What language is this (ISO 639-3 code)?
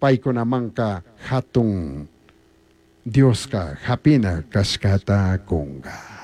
qug